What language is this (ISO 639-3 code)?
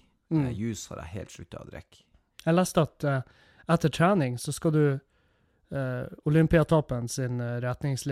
nor